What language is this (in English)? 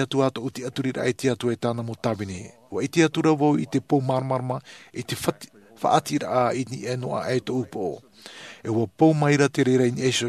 Tahitian